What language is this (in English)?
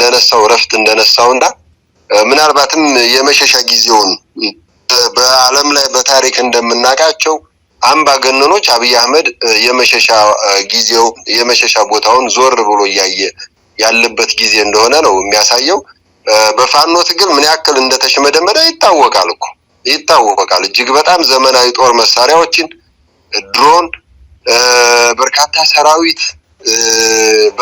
Amharic